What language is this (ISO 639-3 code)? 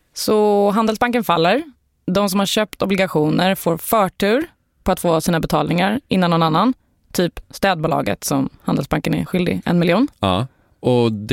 swe